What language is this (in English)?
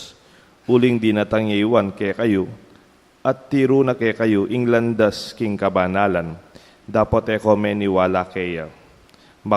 Pampanga